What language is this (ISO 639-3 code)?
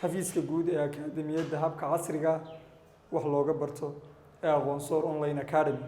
som